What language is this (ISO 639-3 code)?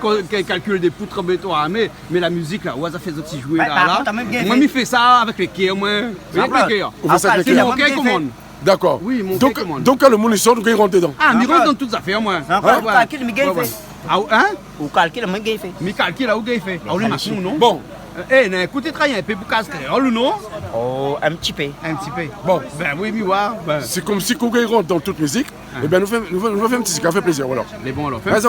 rcf